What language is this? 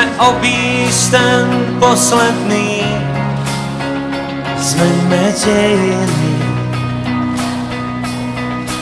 Slovak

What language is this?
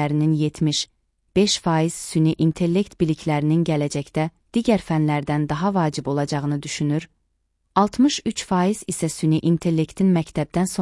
Azerbaijani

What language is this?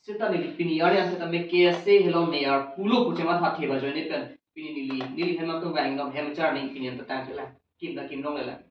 Karbi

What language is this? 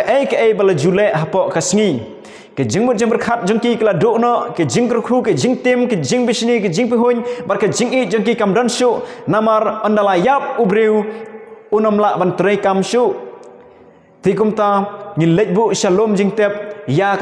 Khasi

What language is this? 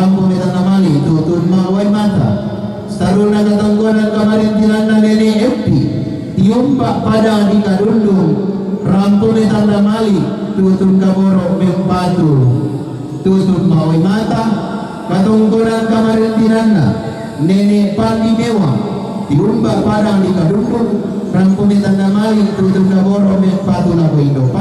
Toraja-Sa'dan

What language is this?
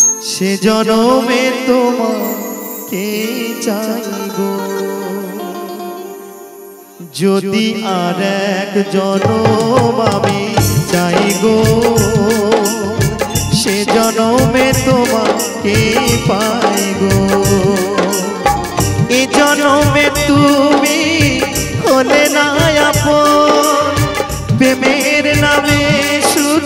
Bangla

